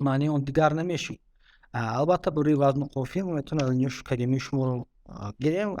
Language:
Tajik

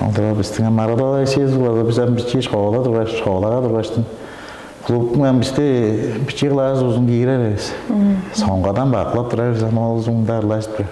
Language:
Tuvinian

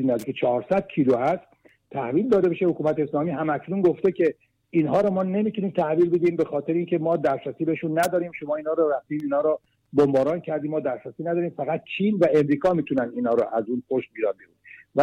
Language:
Persian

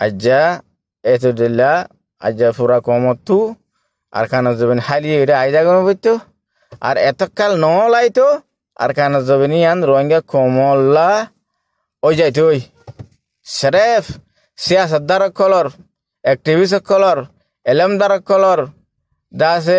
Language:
Rohingya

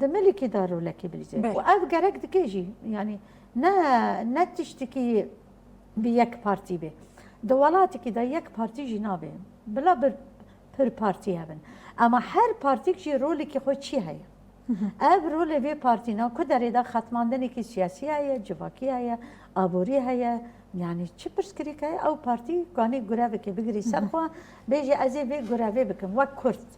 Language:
Kurdish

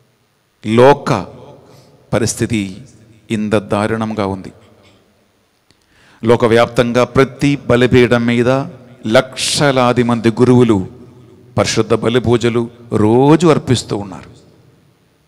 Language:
Telugu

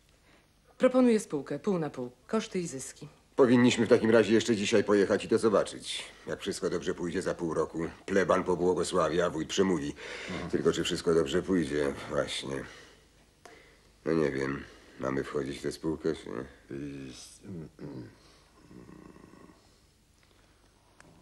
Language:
Polish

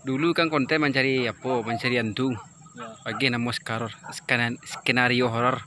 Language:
Minangkabau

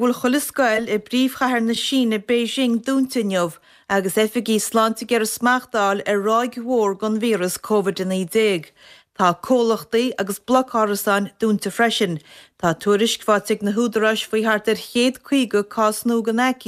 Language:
Irish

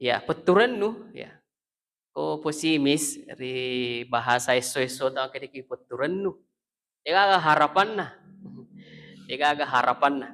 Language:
Buginese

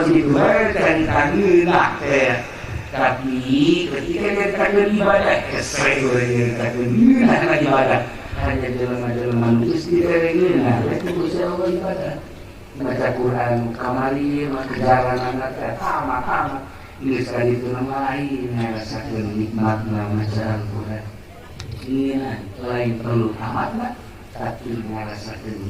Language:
Sundanese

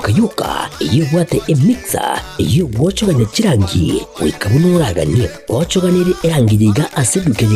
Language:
Gusii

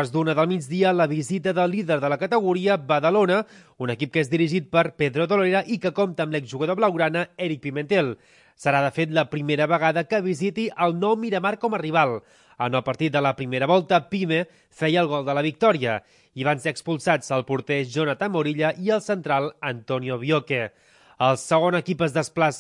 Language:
Catalan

